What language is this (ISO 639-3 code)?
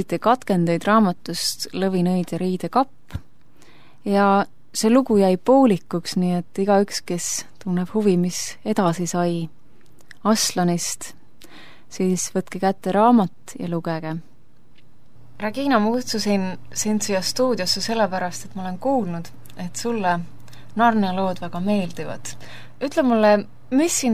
est